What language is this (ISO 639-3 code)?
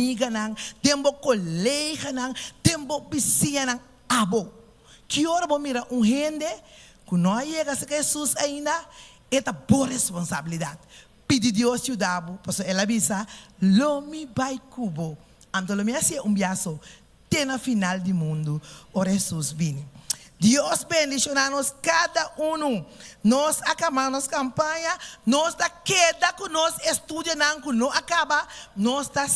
pap